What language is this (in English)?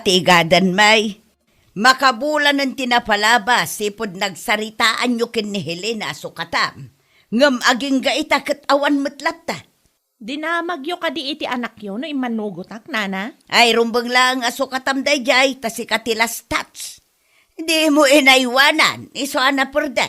Iloko